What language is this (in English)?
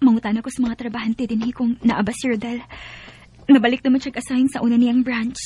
Cebuano